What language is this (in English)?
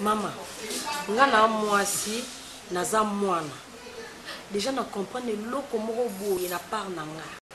Lingala